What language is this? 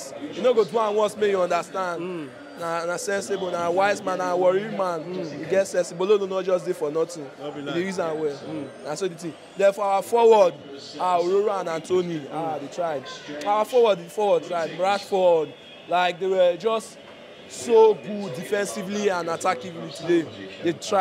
Nigerian Pidgin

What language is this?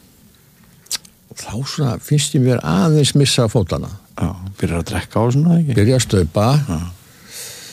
Icelandic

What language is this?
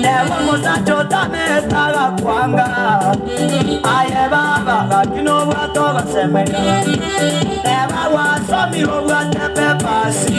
Gusii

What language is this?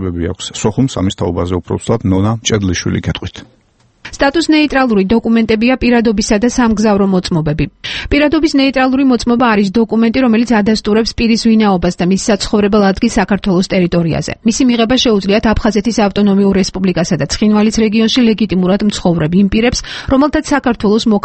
Georgian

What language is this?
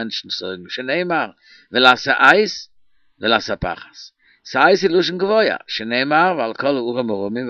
Yiddish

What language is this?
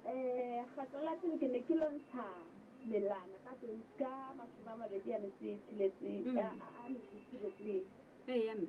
Southern Sotho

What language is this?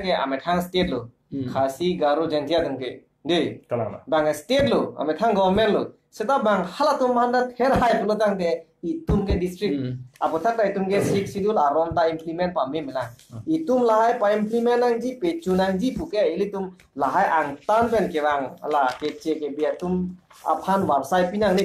Karbi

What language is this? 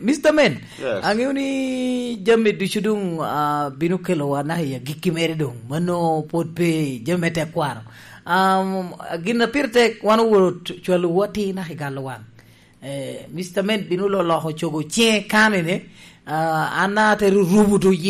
Lango (Uganda)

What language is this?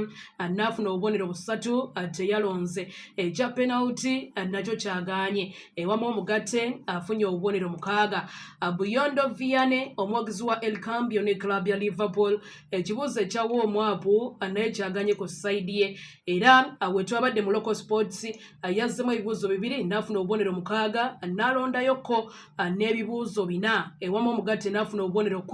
Ganda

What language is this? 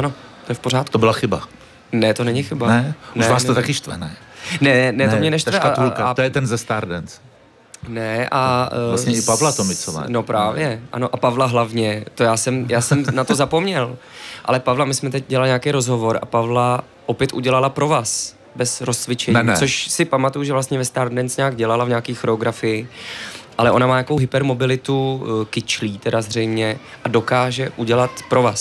Czech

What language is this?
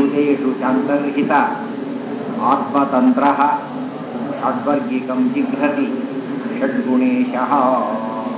Kannada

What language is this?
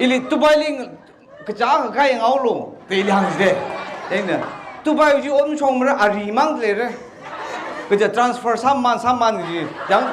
Tangkhul Naga (India)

